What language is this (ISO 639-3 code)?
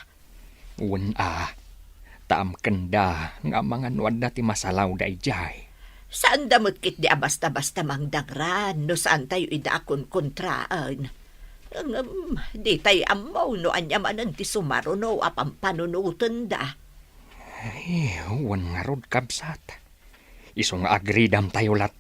ilo